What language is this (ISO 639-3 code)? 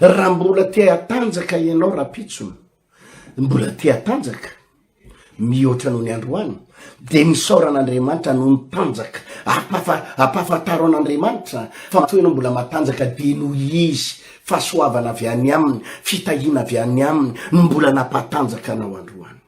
mlg